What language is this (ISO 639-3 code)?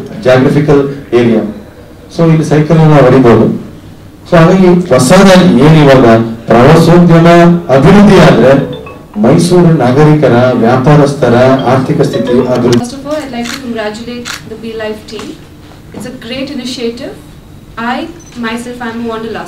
kan